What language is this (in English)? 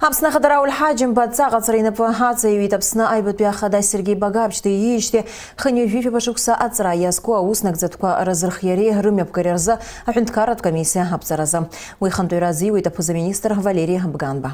Abkhazian